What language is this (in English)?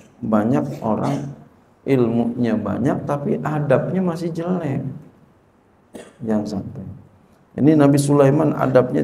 Indonesian